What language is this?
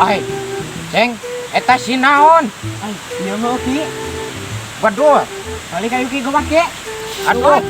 Sundanese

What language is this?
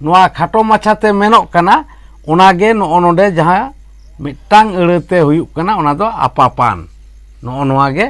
Santali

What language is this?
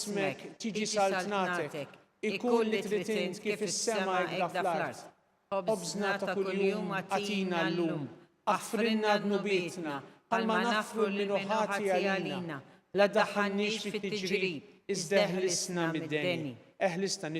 Maltese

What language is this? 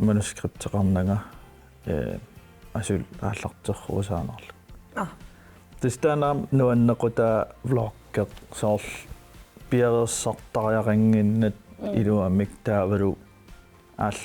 Kalaallisut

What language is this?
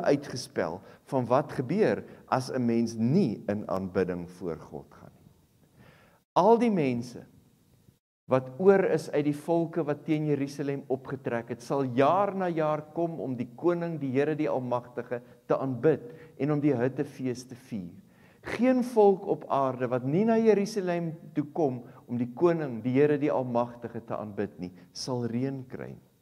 Afrikaans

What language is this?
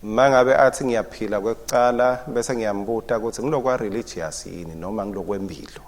Swati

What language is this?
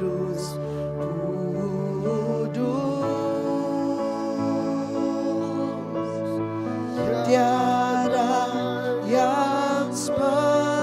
Iban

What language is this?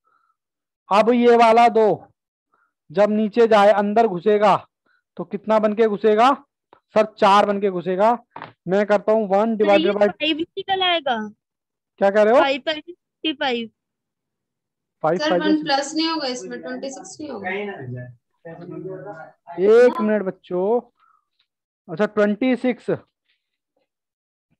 Hindi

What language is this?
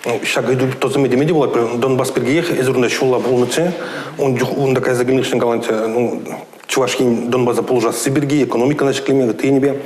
Chuvash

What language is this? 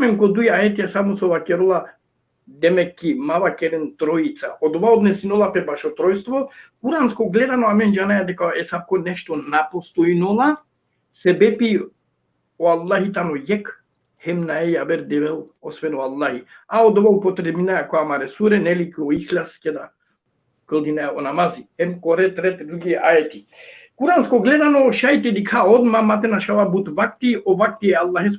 Balkan Romani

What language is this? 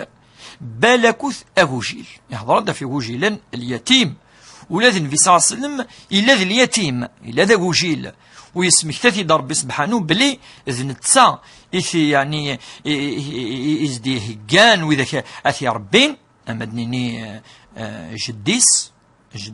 Kabyle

